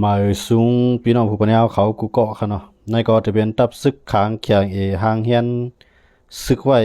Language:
Lao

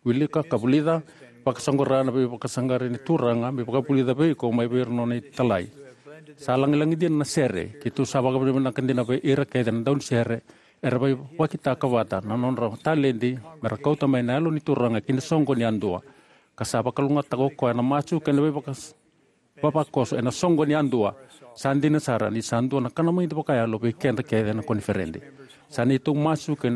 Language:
Fijian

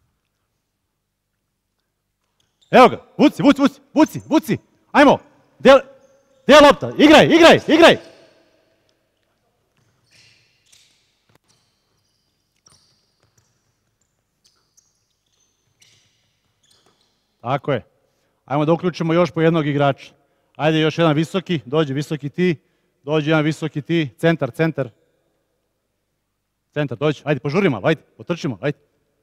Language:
Serbian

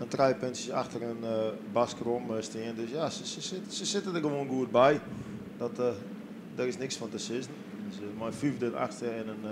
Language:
Western Frisian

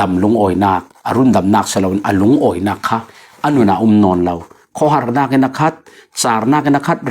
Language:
Falam Chin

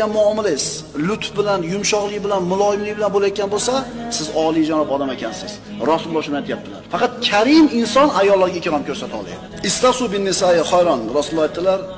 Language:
Uzbek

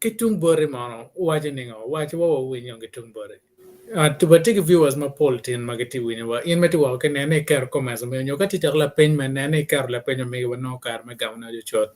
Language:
Acoli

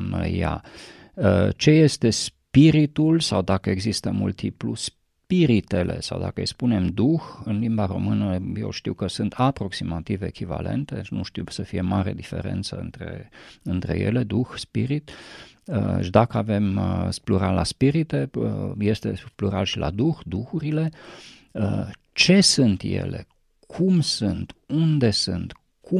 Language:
Romanian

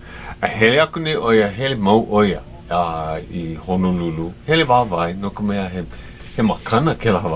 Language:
Hawaiian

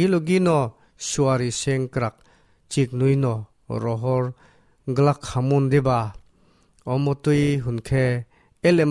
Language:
Kok Borok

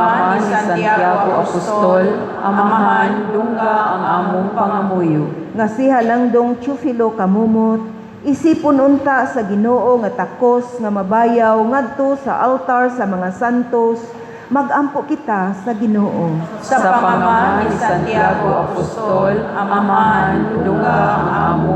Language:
Cebuano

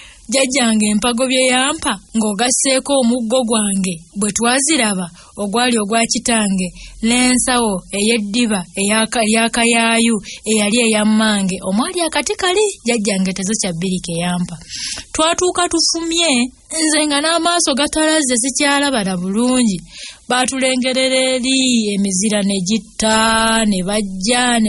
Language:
Ganda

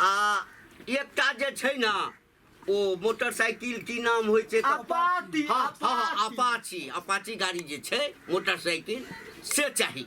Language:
Maithili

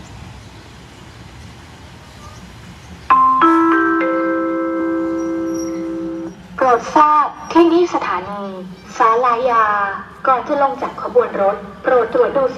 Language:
Thai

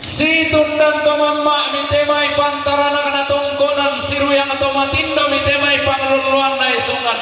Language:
Toraja-Sa'dan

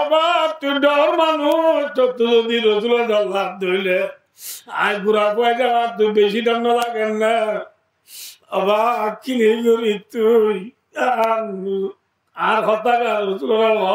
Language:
Rohingya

